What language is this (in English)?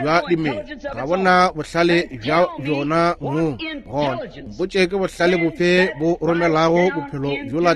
Northern Sotho